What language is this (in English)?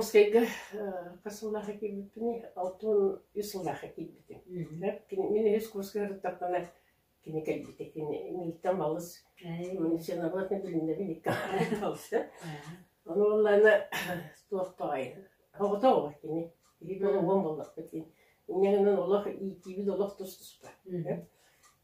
Yakut